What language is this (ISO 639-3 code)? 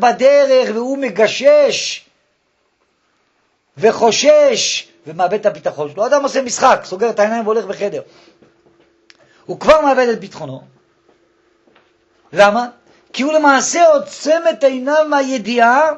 heb